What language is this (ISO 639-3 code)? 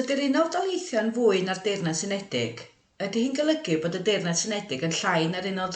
cym